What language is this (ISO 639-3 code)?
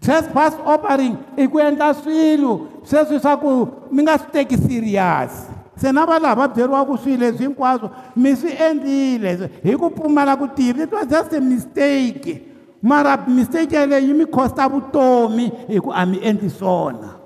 tso